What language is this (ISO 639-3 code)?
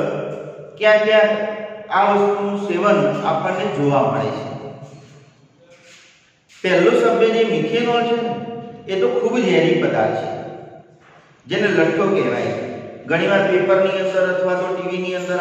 guj